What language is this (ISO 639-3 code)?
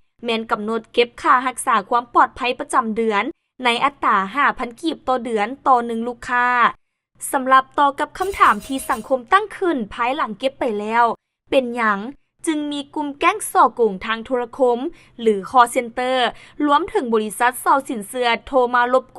lao